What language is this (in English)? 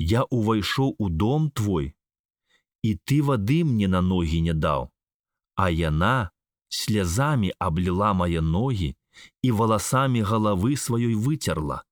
Belarusian